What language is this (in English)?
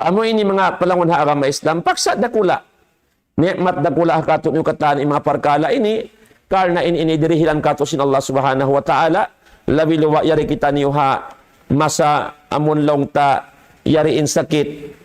Tausug